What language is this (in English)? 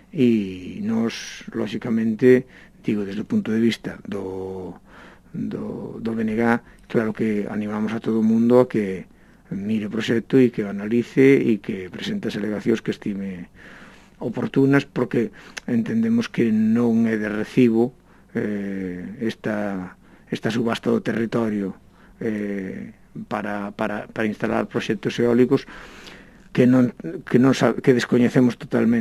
Galician